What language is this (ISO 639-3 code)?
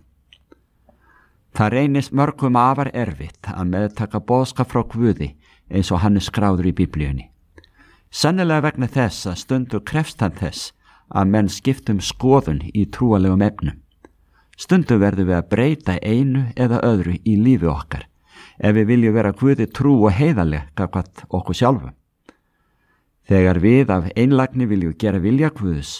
isl